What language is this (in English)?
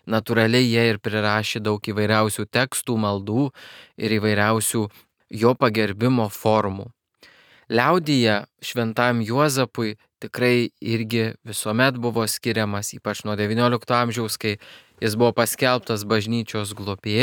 Lithuanian